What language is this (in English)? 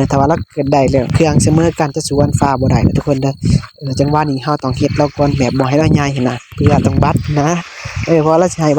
Lao